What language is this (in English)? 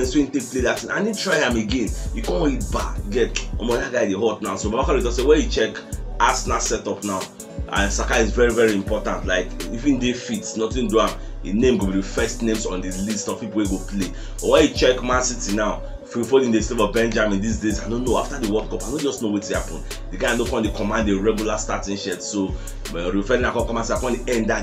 Nigerian Pidgin